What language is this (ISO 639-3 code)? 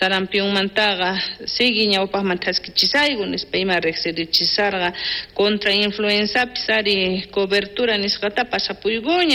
quh